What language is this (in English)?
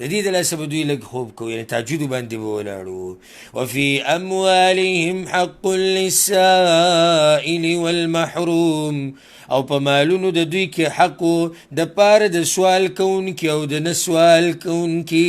Pashto